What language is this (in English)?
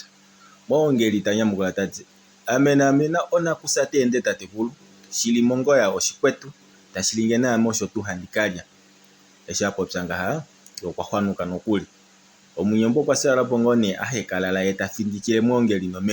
Kuanyama